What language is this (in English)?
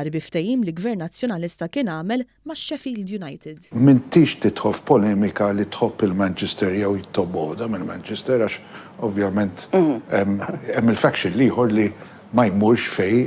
Maltese